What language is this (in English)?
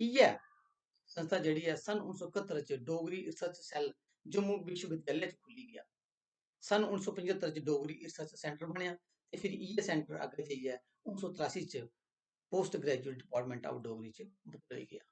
Dogri